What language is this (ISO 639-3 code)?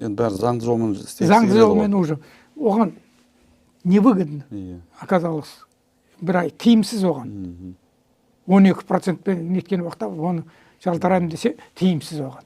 kaz